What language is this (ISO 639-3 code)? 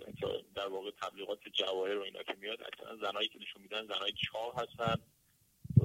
fas